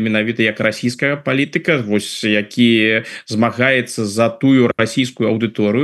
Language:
Belarusian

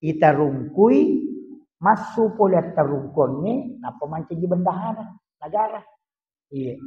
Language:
Buginese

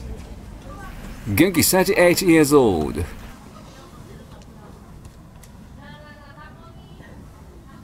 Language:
Japanese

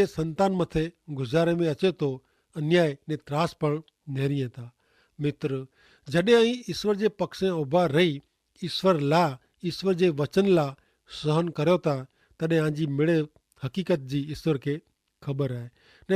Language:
Kachhi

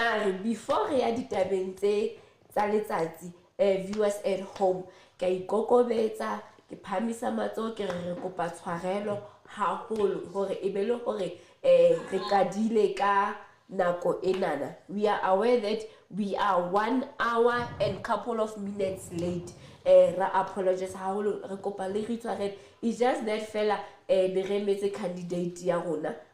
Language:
Southern Sotho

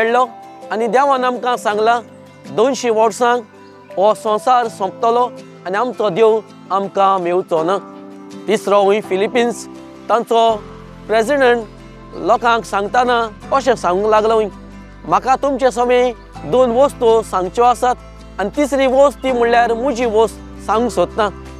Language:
Konkani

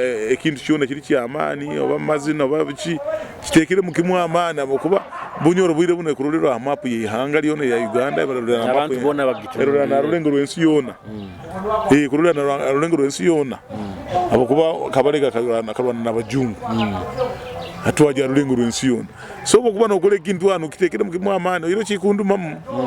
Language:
Nyoro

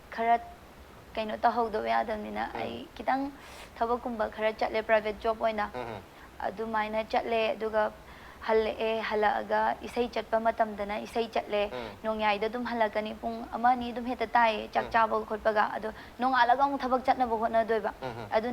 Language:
Manipuri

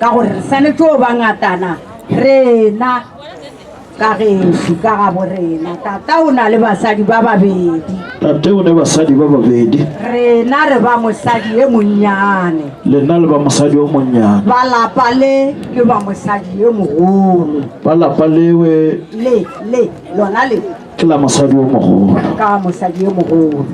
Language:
Northern Sotho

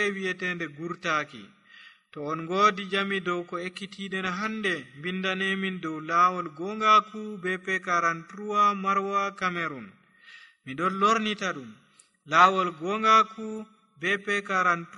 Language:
Nigerian Fulfulde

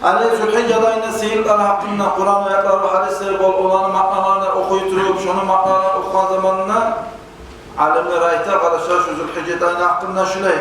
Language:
Kumyk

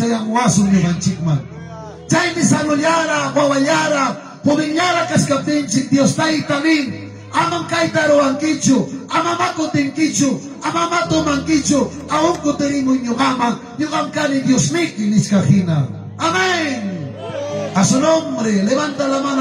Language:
Ayacucho Quechua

